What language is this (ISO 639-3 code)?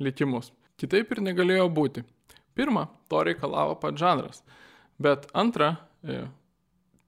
lit